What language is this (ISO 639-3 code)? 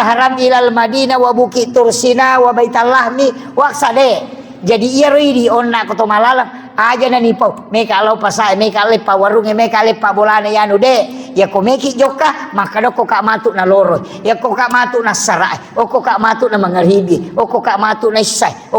bug